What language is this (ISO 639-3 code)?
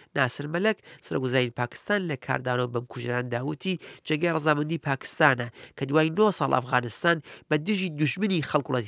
ckb